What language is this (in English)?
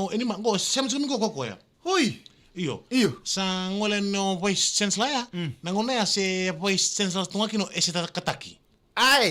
Fijian